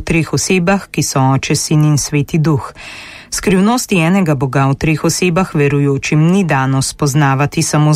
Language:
Slovenian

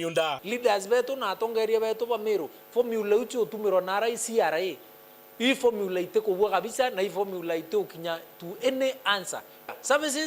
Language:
Meru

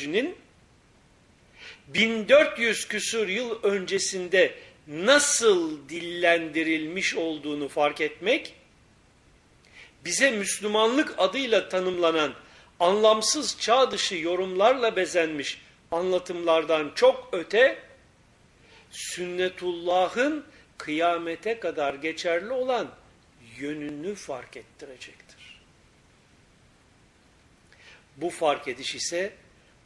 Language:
Turkish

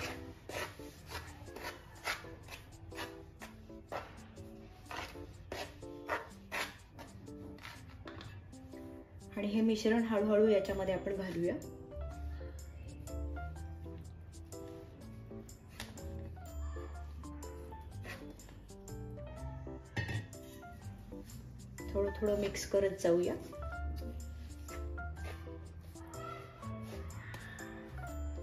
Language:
Marathi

